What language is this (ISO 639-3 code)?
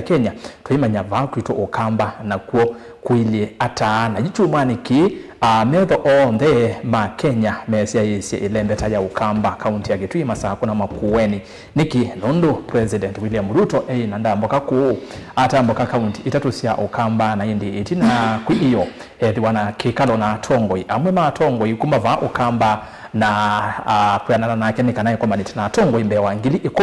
kam